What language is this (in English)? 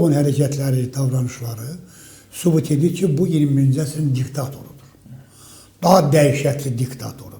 Azerbaijani